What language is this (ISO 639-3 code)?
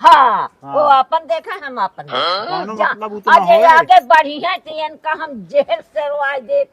awa